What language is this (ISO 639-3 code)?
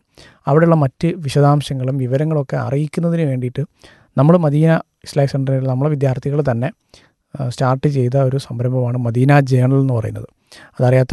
mal